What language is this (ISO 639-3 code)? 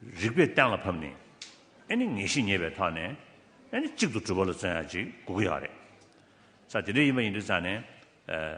bod